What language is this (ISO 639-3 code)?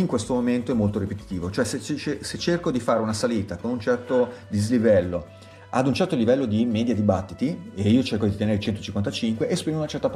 ita